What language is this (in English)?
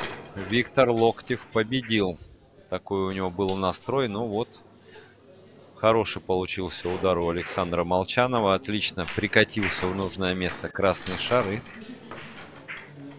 Russian